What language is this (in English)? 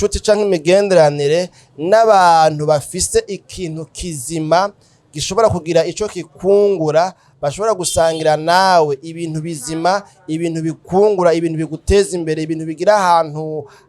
Rundi